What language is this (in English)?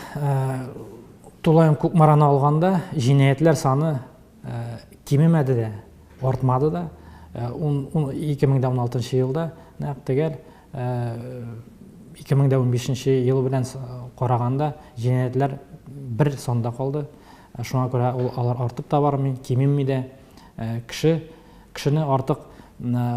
Tatar